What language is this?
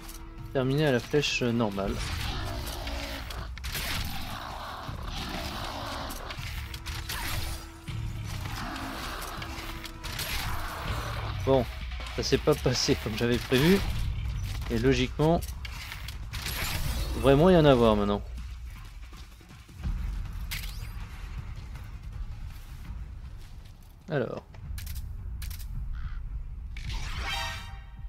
French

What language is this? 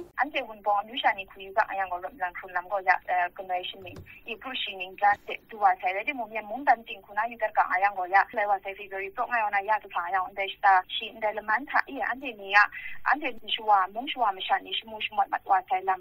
Kachin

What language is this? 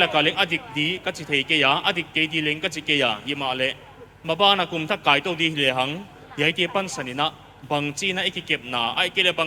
Paite Chin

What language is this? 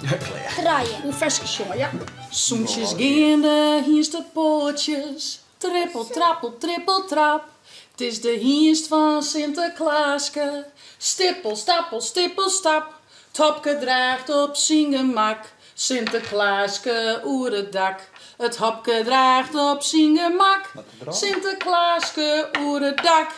Western Frisian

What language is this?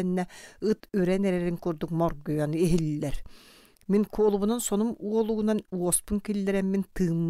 Yakut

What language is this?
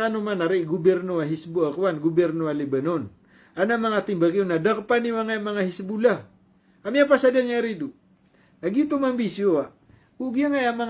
Maranao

